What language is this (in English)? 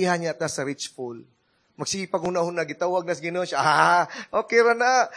Cebuano